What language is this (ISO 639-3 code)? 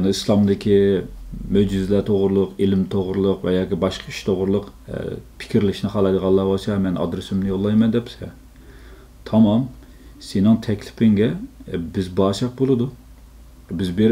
uig